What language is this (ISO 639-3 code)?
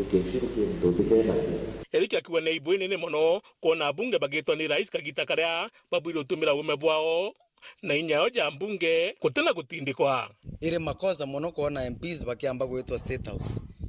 mer